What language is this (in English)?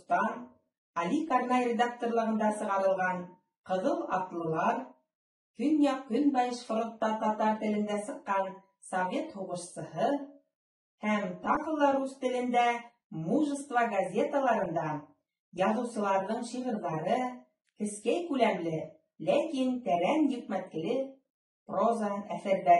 Bashkir